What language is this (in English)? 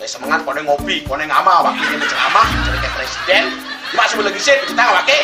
Balinese